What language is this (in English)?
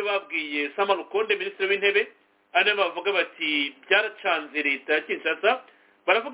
Kinyarwanda